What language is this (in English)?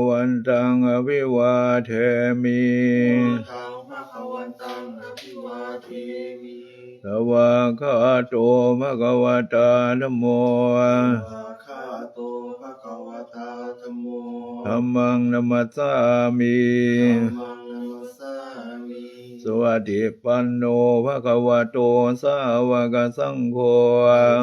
Pali